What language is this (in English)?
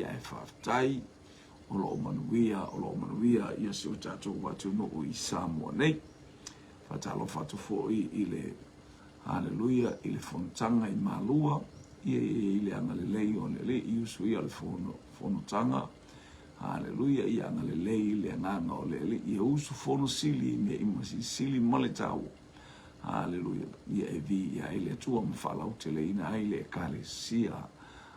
Samoan